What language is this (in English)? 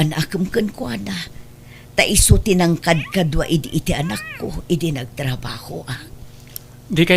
Iloko